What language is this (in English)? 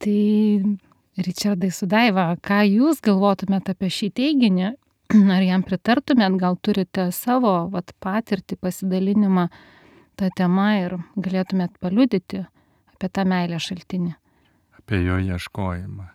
Lithuanian